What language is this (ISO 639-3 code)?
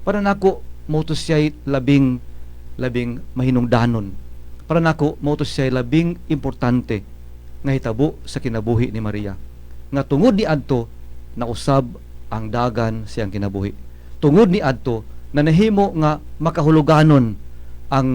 ceb